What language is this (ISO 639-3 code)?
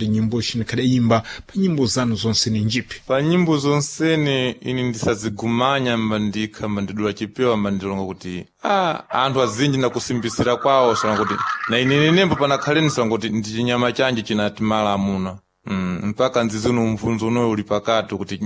seh